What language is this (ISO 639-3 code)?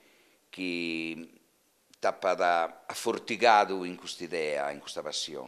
srd